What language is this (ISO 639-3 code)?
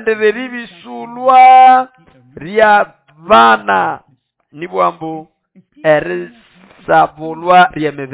nnb